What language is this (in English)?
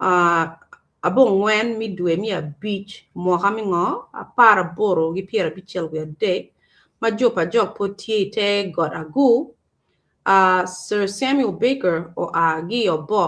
Acoli